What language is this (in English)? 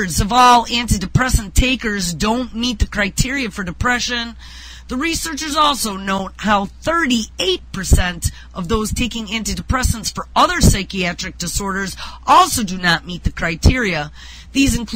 English